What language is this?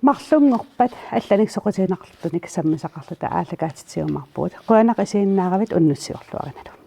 Kalaallisut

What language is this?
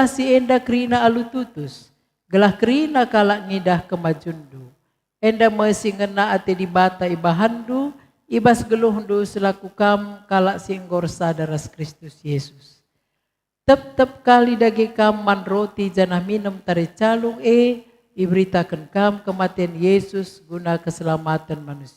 Batak Karo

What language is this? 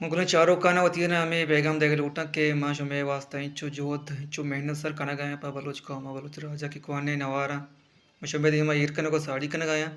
Baluchi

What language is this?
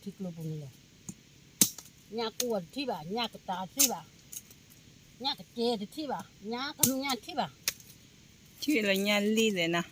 S'gaw Karen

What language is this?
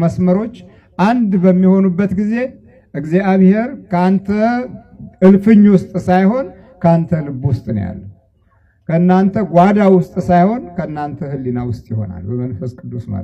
Amharic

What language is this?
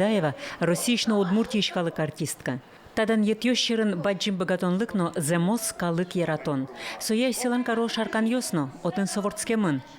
Udmurt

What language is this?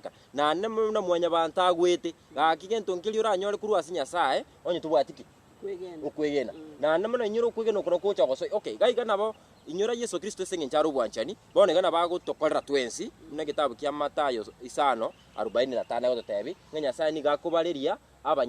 Gusii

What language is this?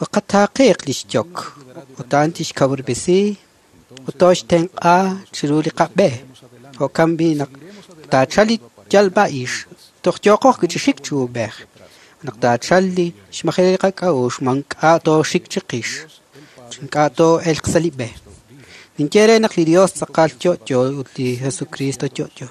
Kekchí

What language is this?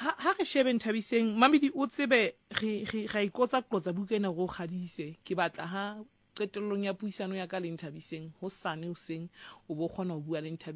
Southern Sotho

